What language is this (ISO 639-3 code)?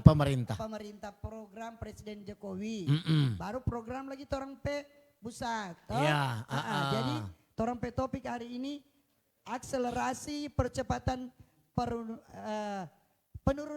xmm